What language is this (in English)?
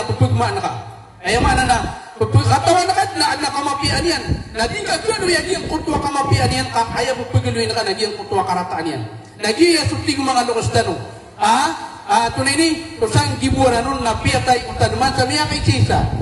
Maranao